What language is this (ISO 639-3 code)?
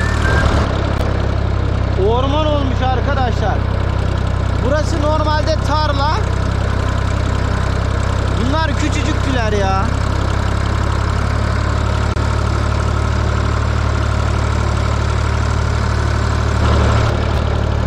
tur